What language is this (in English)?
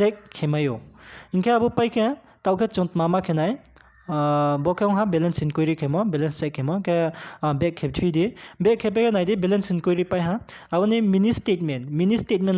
Riang (India)